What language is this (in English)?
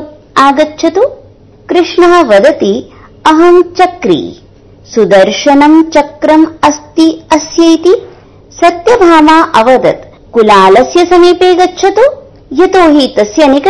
Sanskrit